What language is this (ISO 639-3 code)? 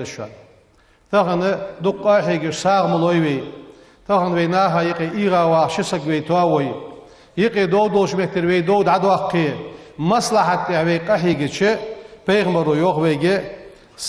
inh